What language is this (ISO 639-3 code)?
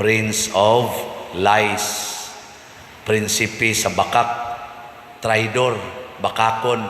ceb